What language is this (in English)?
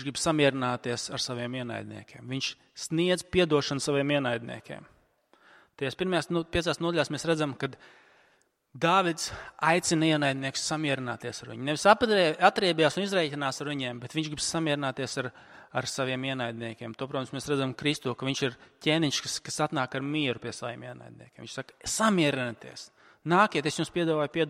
Latvian